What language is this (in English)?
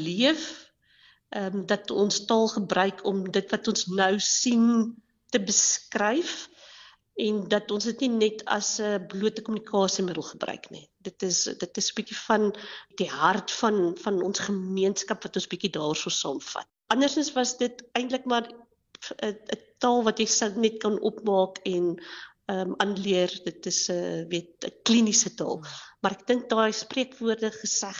Afrikaans